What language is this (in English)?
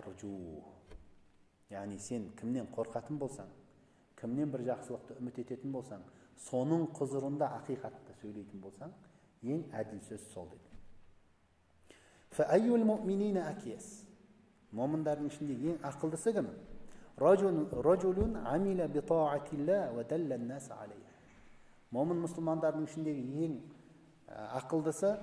Kazakh